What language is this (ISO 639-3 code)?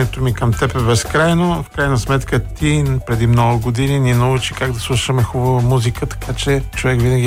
bul